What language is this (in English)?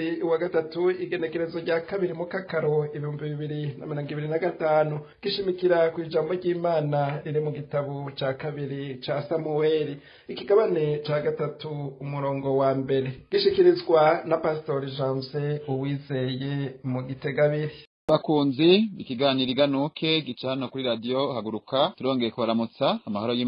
Rundi